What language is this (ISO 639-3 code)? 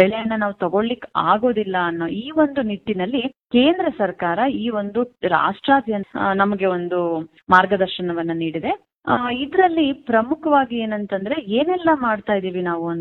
kan